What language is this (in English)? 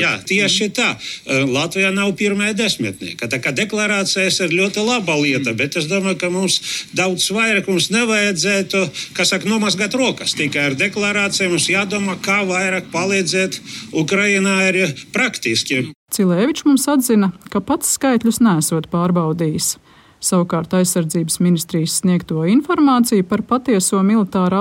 Latvian